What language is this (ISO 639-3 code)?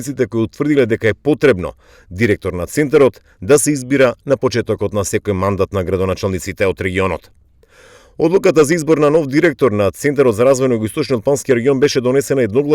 mkd